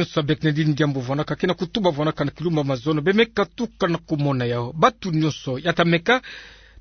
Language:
Kituba (Democratic Republic of Congo)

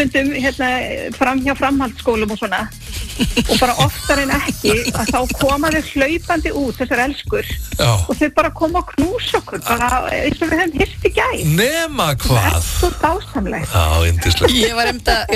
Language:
Icelandic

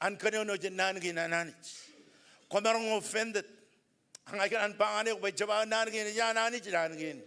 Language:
Marshallese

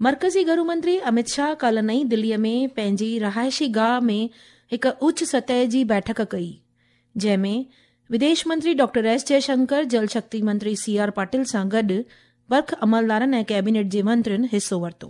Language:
Sindhi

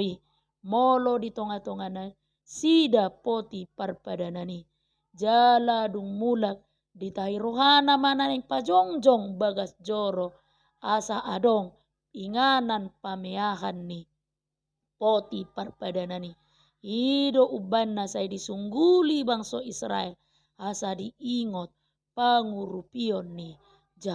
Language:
Batak Toba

